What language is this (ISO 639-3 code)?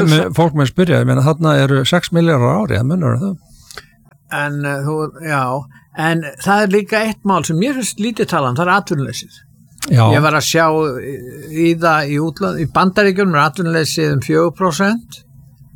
isl